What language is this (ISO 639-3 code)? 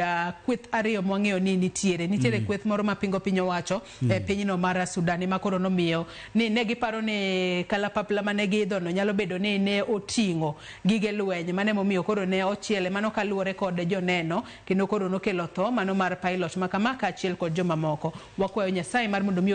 luo